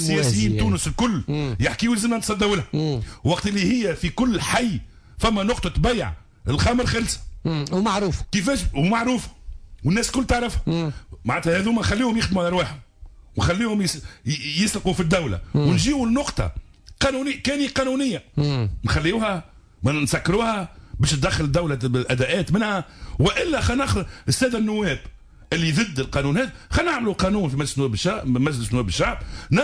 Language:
Tunisian Arabic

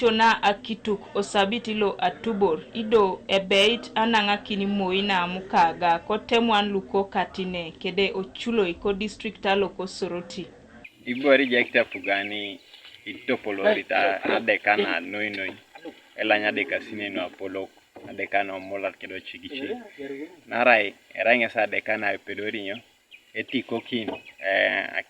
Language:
Teso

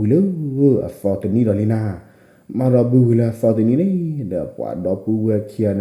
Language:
S'gaw Karen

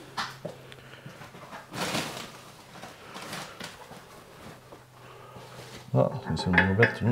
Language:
Swedish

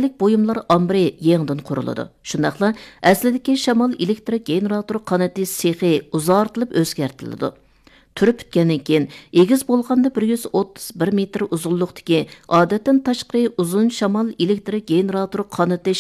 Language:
Uyghur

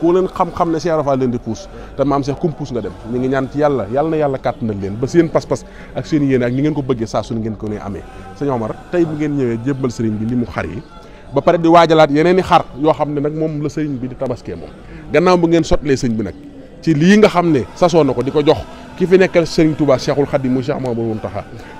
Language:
Wolof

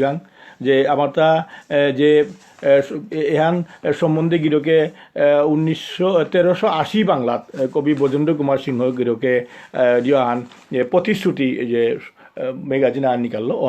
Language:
Bishnupriya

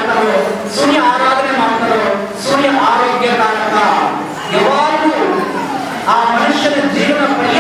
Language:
Kannada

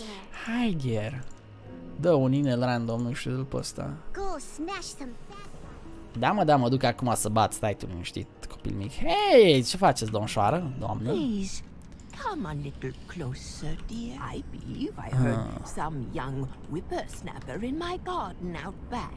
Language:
Romanian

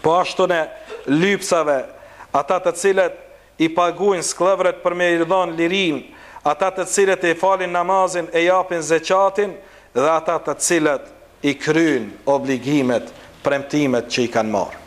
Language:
Albanian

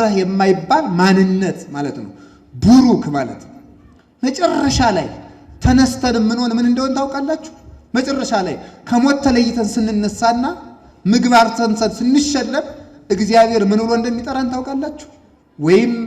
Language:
Amharic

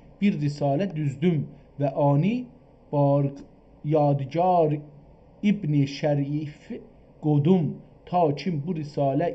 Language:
South Azerbaijani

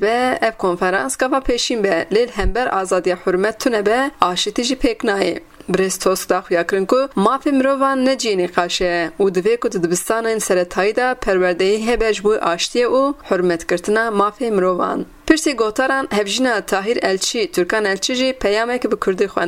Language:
Kurdish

